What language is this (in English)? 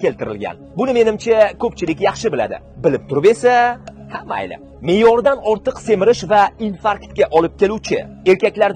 Uzbek